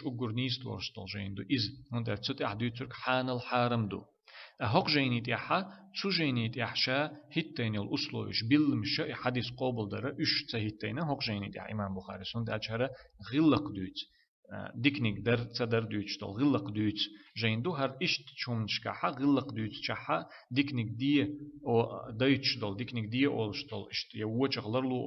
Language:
Chechen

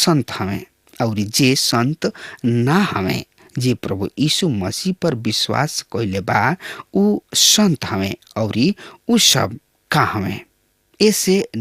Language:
Bhojpuri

